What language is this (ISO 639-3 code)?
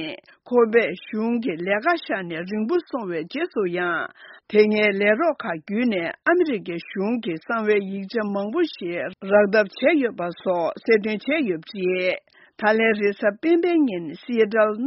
bod